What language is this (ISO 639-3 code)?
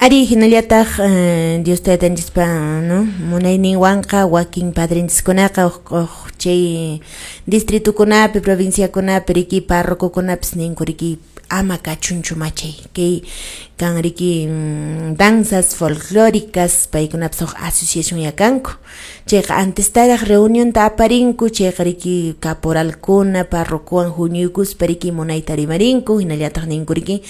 que